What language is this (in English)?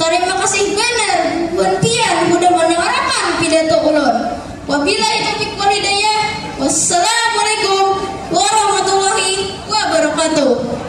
Banjar